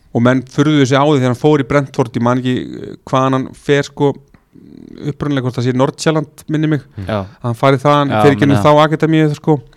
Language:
Icelandic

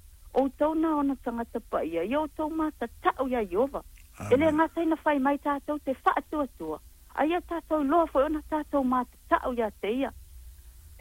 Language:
Samoan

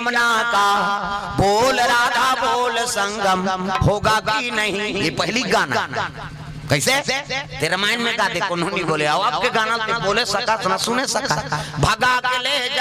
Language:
Chhattisgarhi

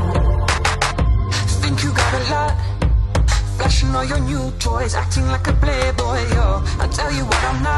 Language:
English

